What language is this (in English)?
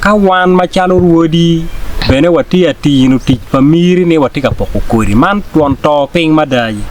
Acoli